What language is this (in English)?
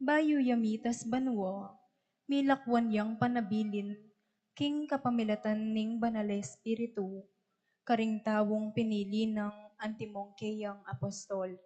Pampanga